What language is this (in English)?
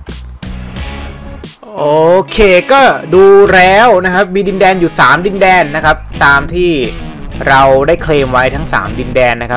Thai